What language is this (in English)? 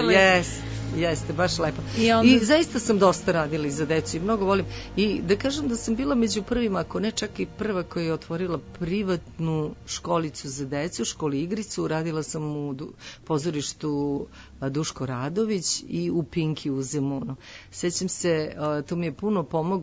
Serbian